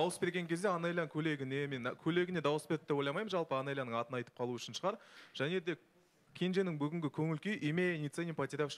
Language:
Kazakh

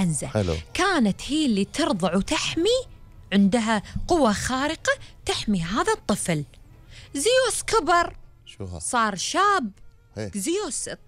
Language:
Gulf Arabic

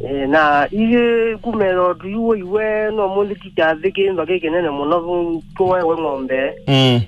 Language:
Kamba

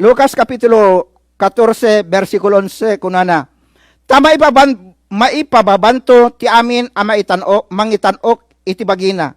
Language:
Iloko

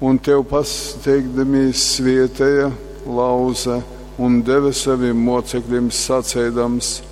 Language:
Latgalian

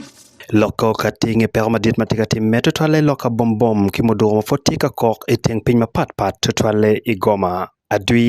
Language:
Acoli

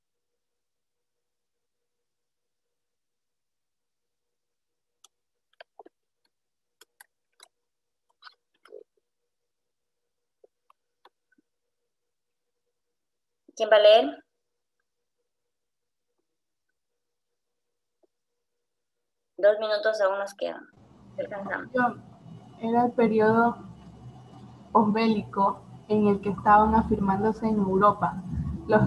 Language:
Spanish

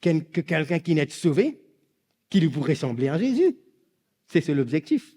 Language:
Morisyen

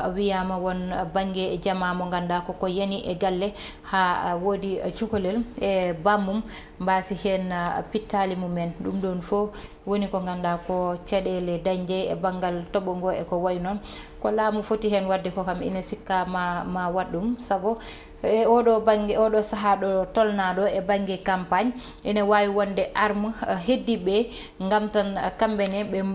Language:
Fula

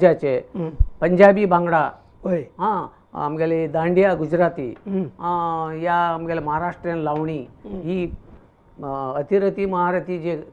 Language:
Konkani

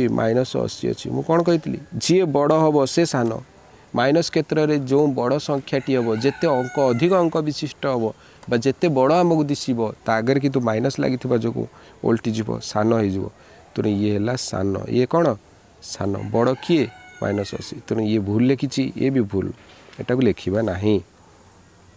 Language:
Odia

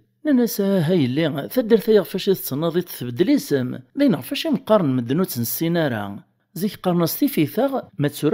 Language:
Kabyle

